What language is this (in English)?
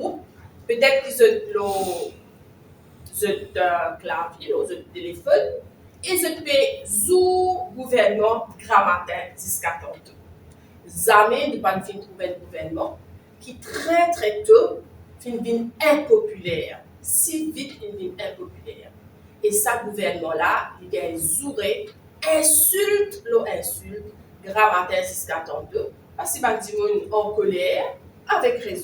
Morisyen